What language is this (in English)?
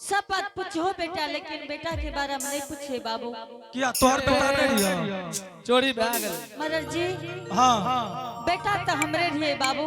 Angika